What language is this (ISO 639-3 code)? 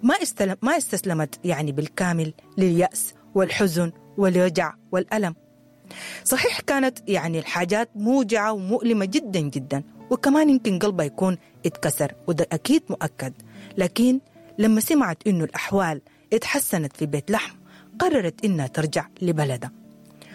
apd